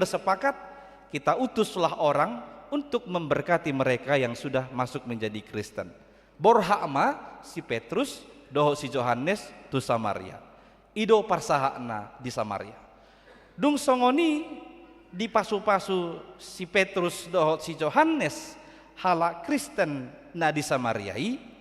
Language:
Batak Toba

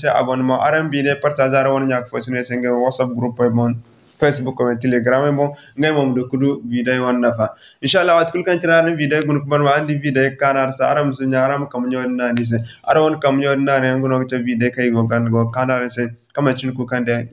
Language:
Zarma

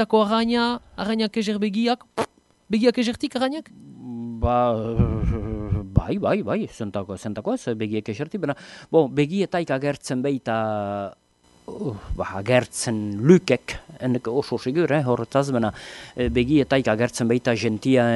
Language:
Basque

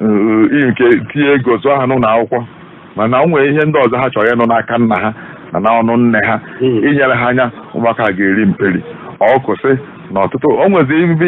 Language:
Igbo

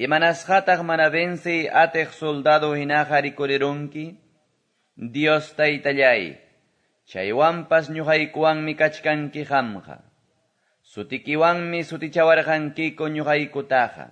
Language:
Quechua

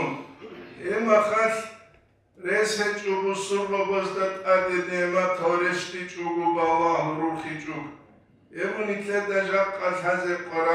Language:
Avaric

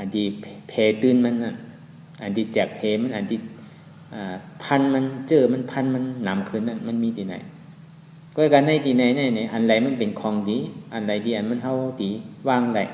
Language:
Shan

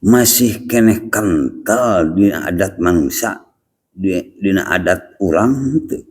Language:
Sundanese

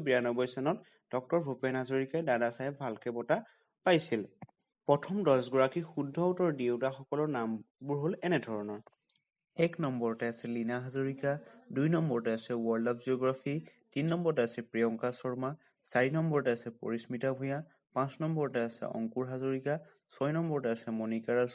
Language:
Assamese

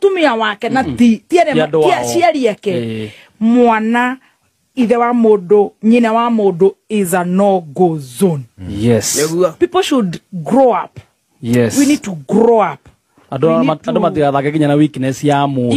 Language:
Kikuyu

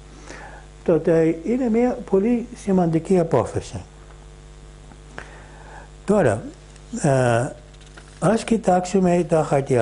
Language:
Greek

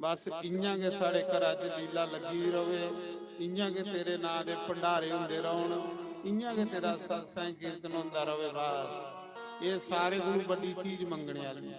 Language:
Dogri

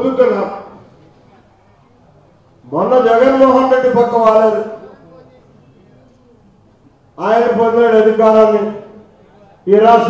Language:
Telugu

